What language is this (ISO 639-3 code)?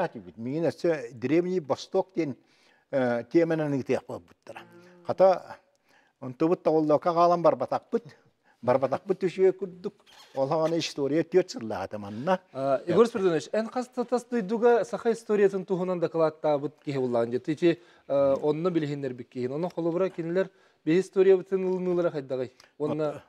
sah